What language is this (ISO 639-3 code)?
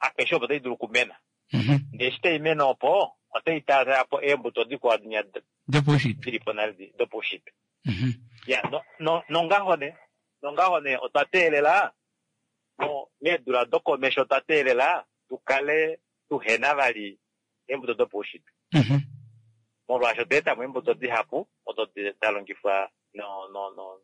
kua